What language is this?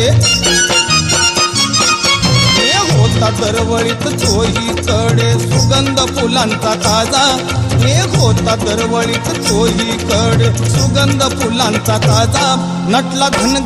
Marathi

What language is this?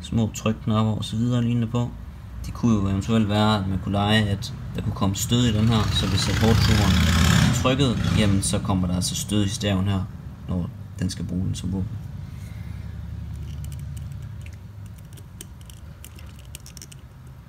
Danish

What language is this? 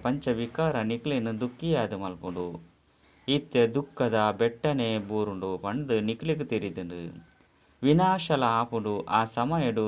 Tulu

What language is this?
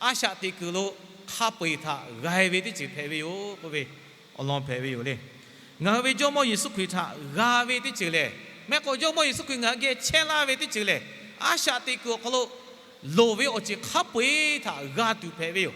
Lahu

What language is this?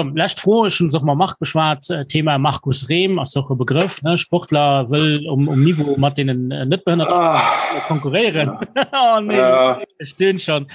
Luxembourgish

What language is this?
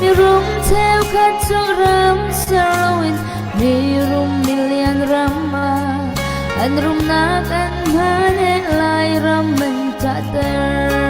Hakha Chin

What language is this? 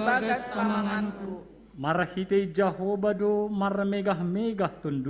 Batak Simalungun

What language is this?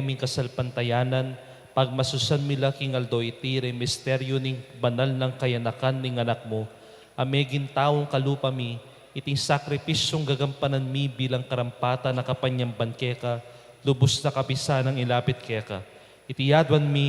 Pampanga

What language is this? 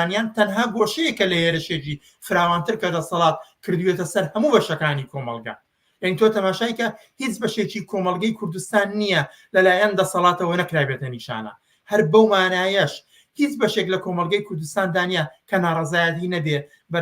Central Kurdish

